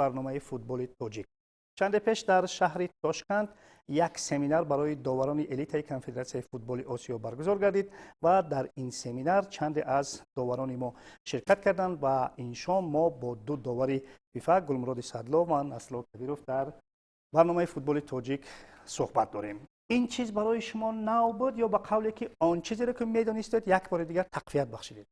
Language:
Tajik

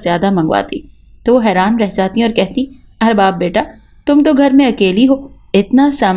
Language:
Urdu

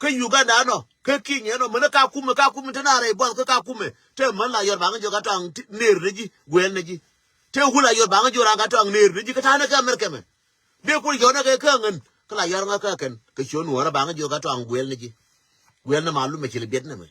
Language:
Nuer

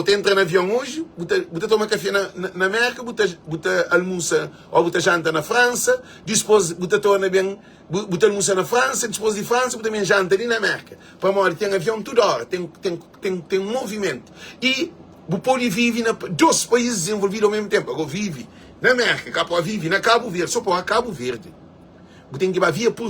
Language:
Kabuverdianu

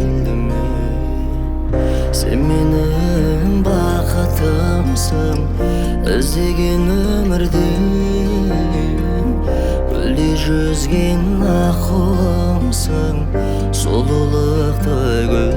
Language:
Kazakh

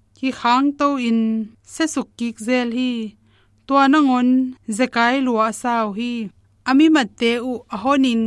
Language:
Tedim Chin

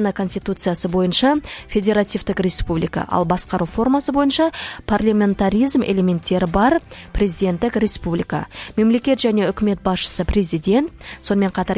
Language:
Kazakh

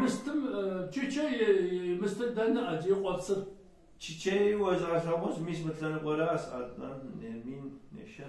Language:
Kabardian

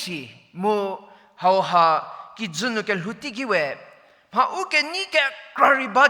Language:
Angami Naga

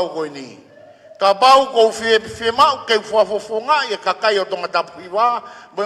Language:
Tongan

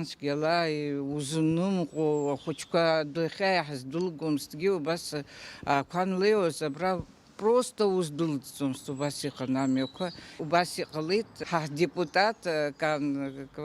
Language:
Abkhazian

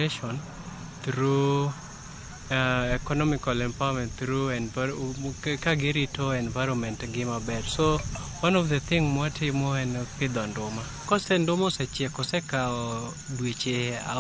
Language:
Luo (Kenya and Tanzania)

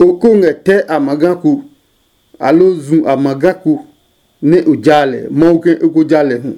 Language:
Adangme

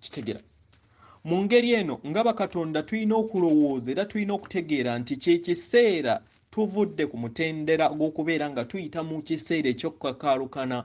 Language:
Ganda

